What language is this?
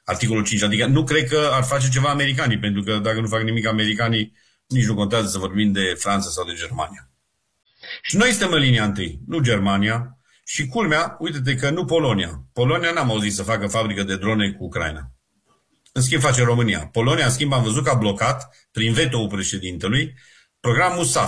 Romanian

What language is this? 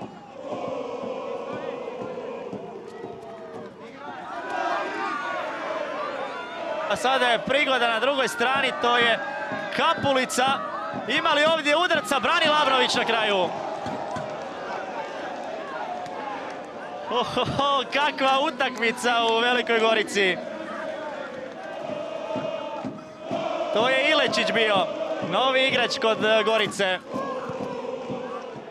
Croatian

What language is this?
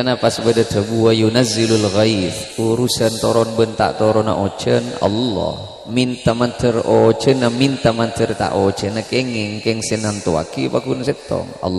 Madurese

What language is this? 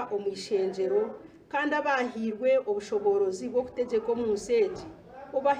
Nyankole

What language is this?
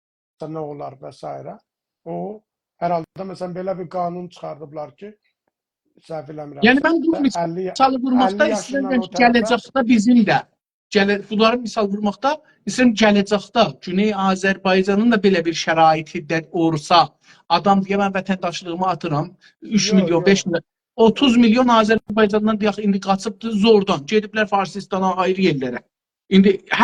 South Azerbaijani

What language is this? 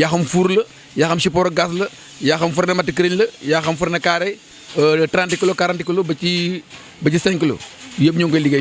Wolof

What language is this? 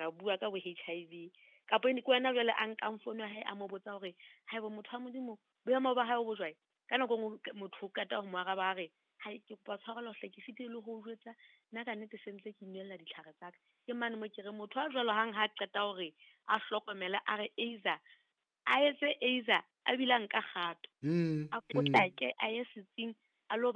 Southern Sotho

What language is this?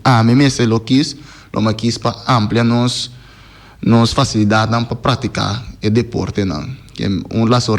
Papiamento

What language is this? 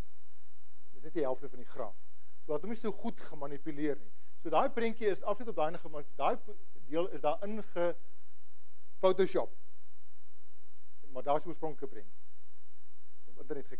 Afrikaans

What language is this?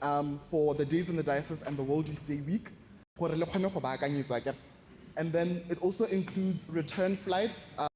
Tswana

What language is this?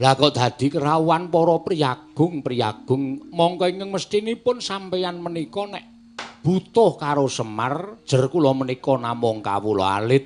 Javanese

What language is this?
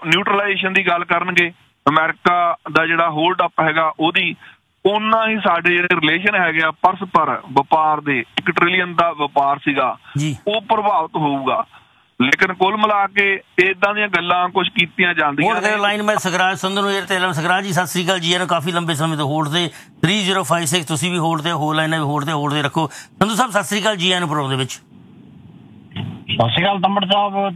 Punjabi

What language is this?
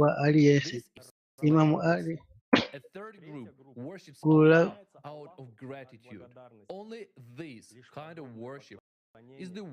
Nyanja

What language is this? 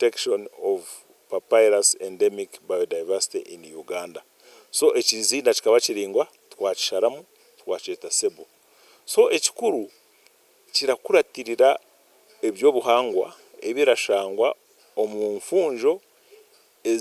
Nyankole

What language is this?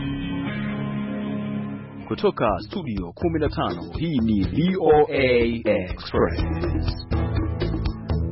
Swahili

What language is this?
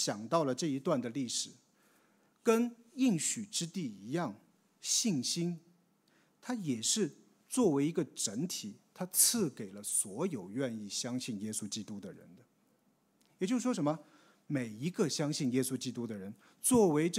Chinese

